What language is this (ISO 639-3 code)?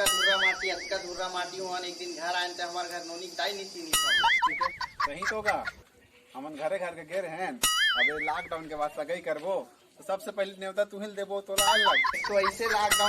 hne